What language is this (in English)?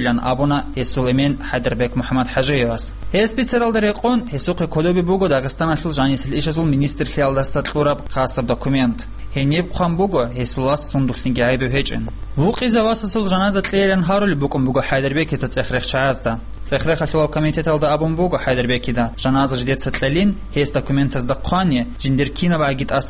Avaric